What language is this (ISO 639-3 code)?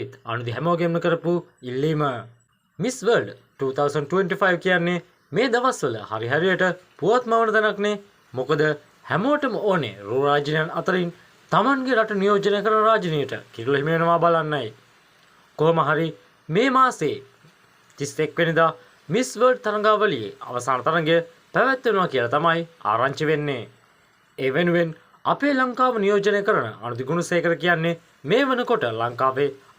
sin